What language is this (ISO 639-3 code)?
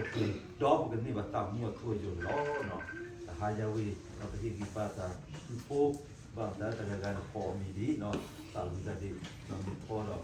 ksw